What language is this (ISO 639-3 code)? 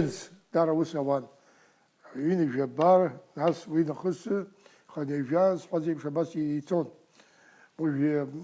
abk